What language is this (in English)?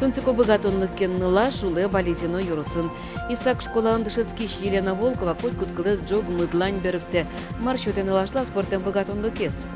Udmurt